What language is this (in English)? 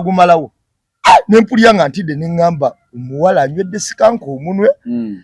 Ganda